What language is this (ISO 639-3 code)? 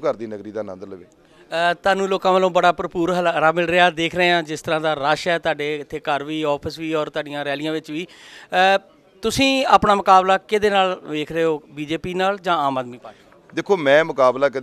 pan